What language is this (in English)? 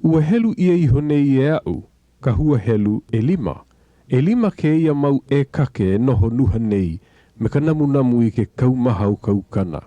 Hawaiian